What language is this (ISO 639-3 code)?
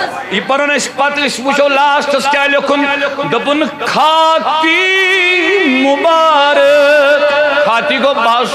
kas